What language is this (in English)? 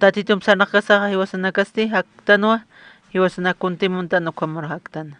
Aymara